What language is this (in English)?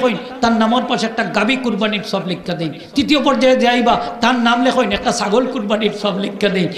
Sylheti